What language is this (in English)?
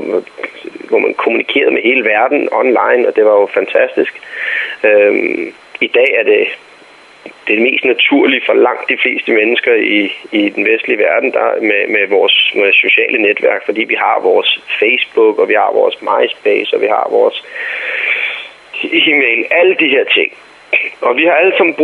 Danish